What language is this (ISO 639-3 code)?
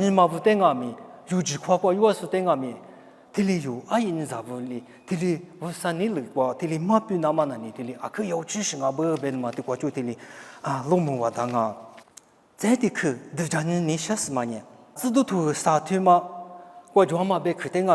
lis